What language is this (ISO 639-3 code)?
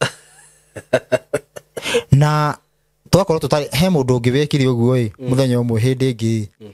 kik